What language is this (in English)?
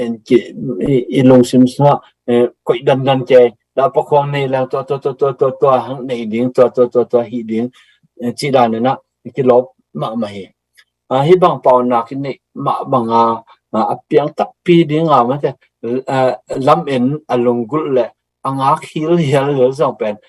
Tedim Chin